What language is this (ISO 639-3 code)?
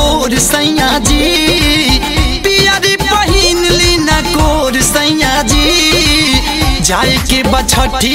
bho